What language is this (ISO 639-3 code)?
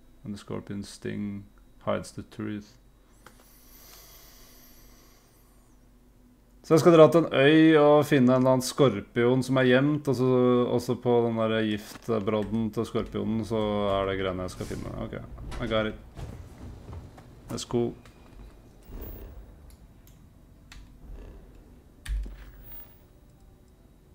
nor